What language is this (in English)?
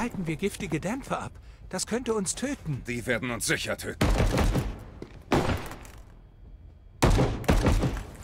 German